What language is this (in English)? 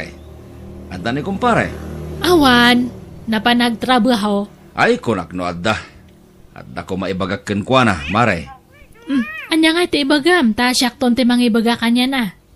Iloko